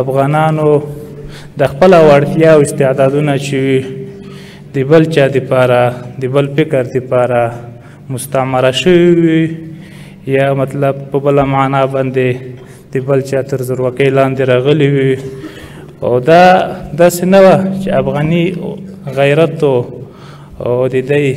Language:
Pashto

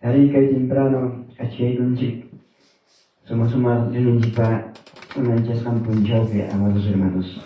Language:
Ayacucho Quechua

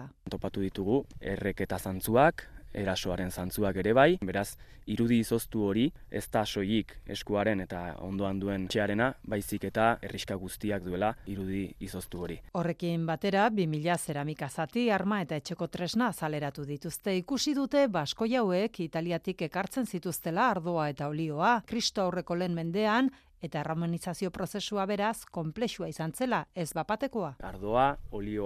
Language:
Basque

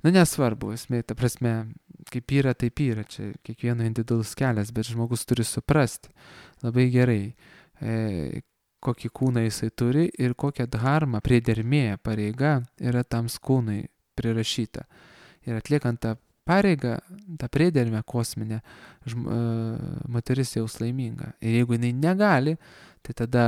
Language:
Lithuanian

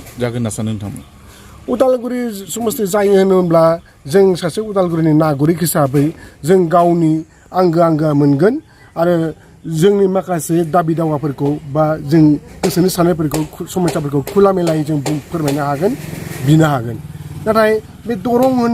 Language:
Bodo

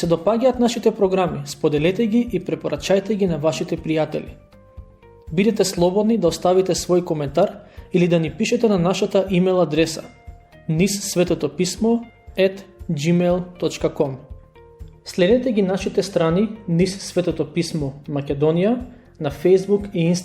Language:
Macedonian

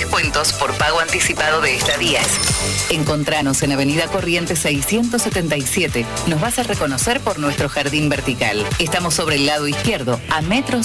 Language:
Spanish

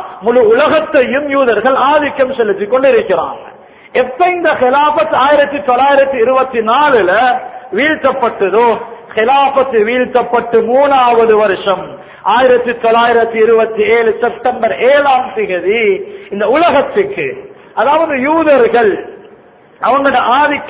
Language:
Tamil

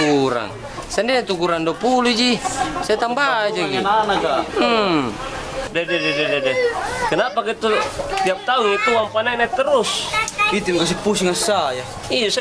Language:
Makassar Malay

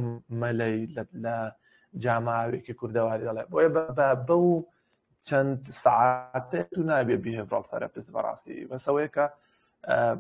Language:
Central Kurdish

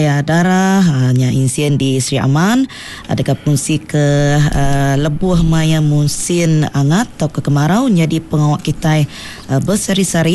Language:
Iban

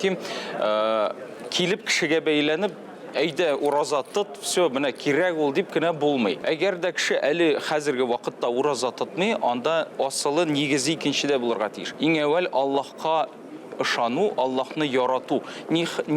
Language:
Tatar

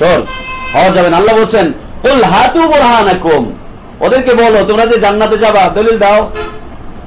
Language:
Bangla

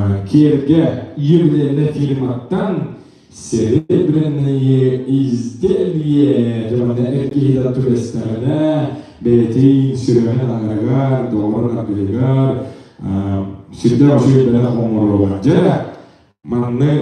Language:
Yakut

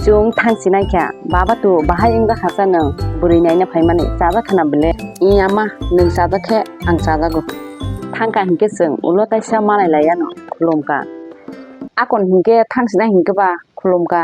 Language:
Kok Borok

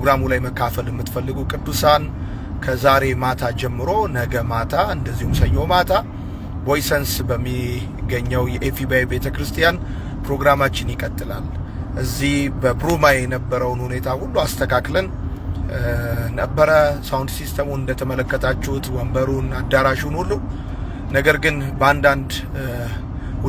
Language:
Amharic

